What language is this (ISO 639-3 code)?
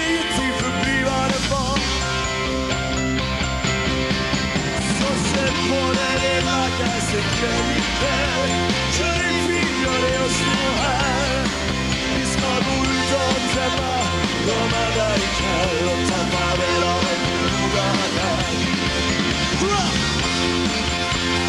swe